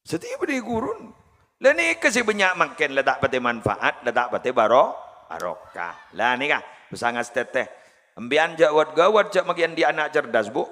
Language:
Madurese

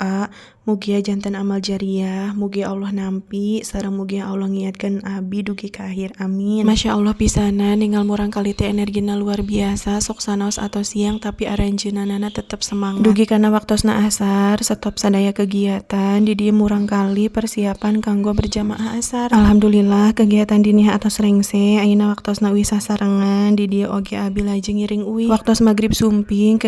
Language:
Sundanese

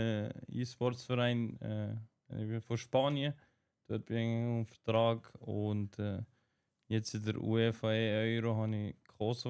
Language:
Swiss German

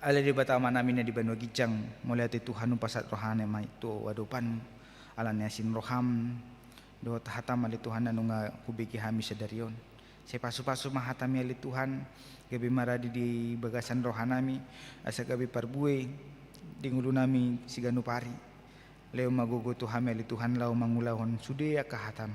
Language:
Batak Toba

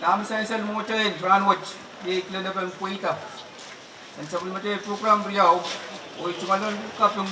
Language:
Pohnpeian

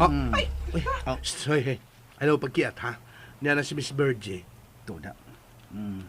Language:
Cebuano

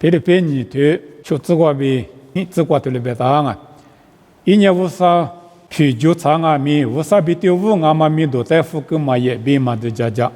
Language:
Lisu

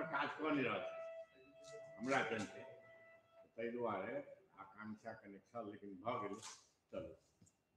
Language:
Maithili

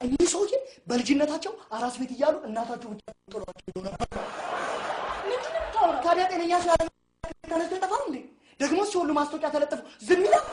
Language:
Amharic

